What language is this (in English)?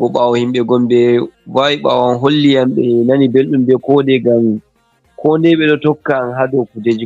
Fula